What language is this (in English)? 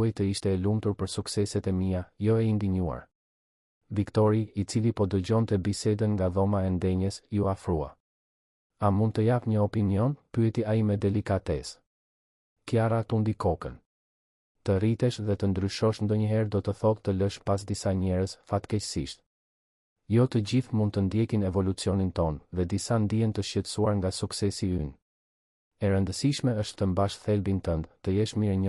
Albanian